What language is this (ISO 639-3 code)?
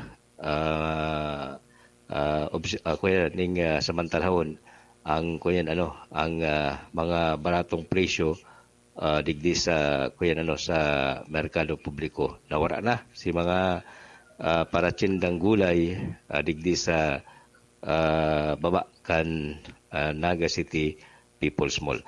bik